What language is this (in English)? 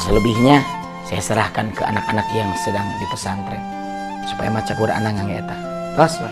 Sundanese